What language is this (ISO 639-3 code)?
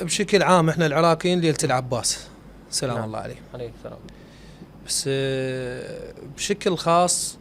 acm